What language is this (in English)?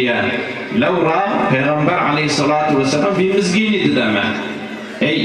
Kurdish